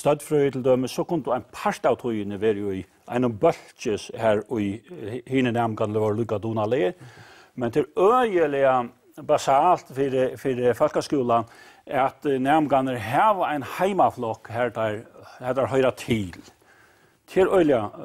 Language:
Faroese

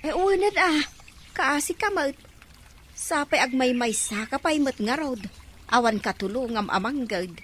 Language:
Iloko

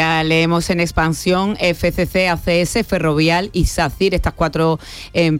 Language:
Spanish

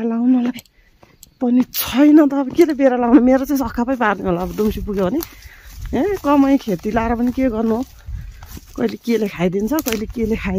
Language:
Nepali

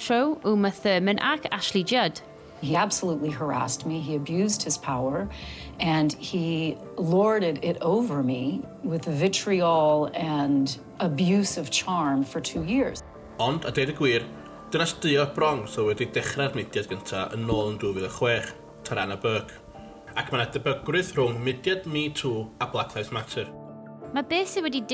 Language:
Welsh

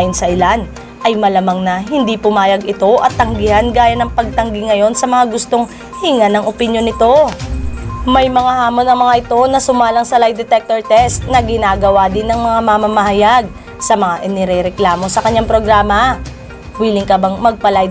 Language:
Filipino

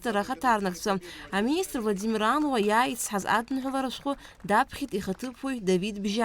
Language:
Abkhazian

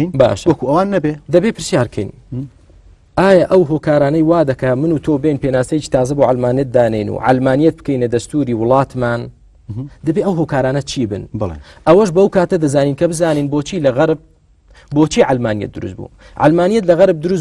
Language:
Central Kurdish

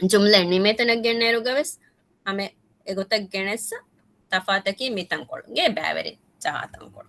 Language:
Divehi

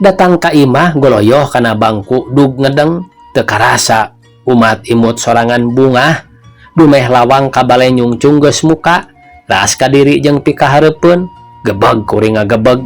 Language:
Sundanese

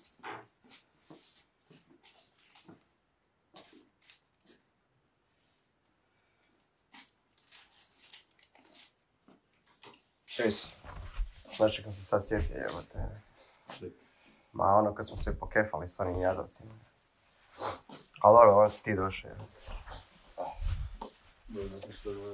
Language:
Croatian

